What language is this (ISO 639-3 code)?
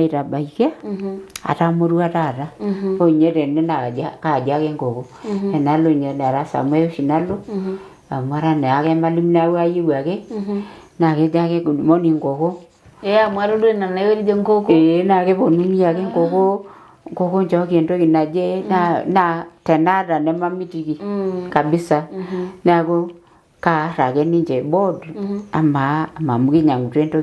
mas